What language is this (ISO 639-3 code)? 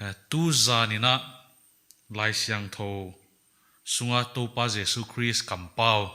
pck